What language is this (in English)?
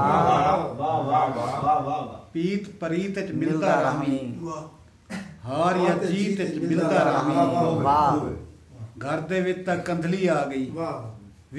Saraiki